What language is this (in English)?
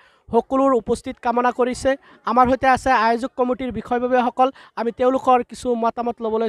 Assamese